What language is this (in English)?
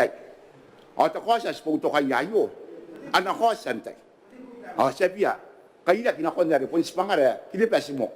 Gilbertese